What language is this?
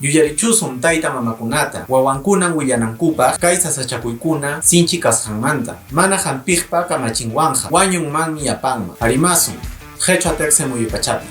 Quechua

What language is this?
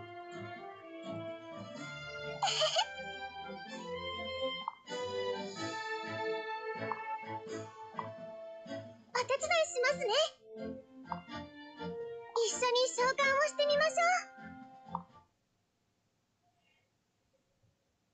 Japanese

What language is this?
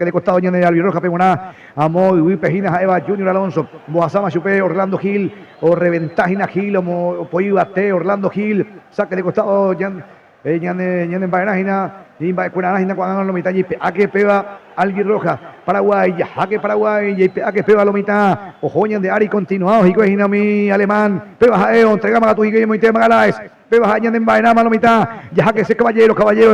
Guarani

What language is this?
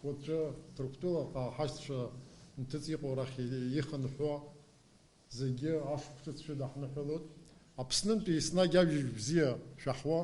Abkhazian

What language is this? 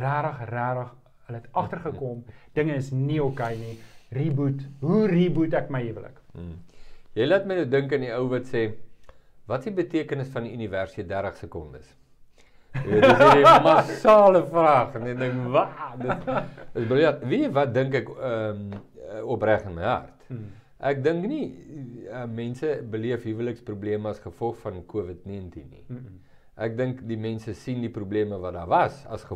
Afrikaans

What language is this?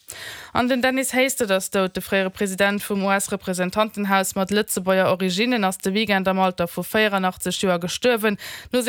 Luxembourgish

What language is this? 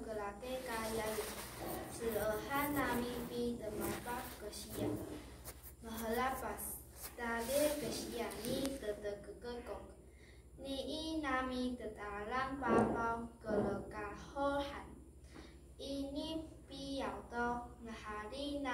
Taroko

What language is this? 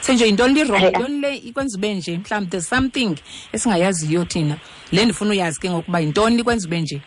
Xhosa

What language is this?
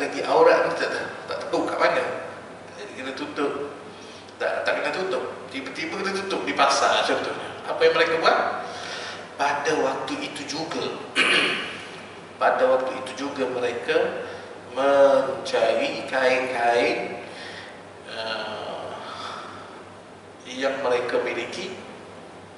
Malay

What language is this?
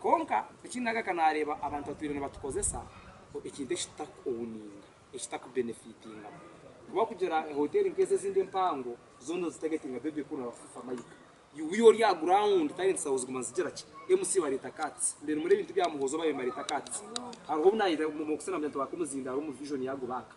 Nyankole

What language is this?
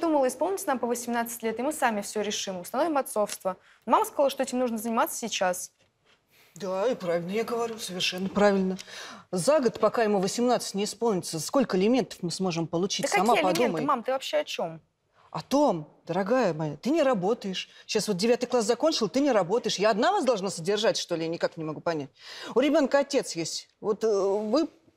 Russian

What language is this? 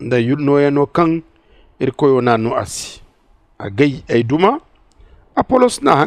Zarma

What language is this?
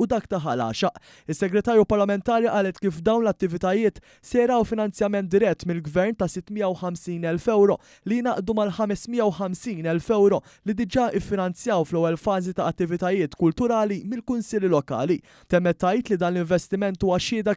Maltese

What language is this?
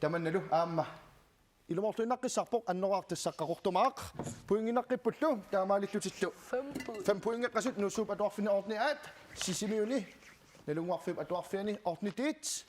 Kalaallisut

